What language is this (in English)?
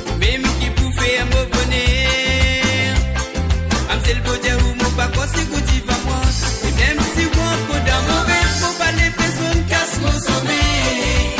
Morisyen